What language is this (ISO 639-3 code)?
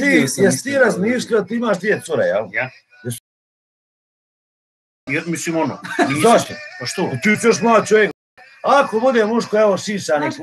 hrv